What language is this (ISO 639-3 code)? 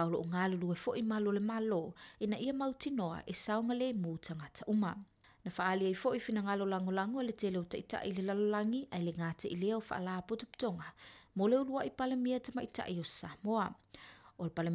smo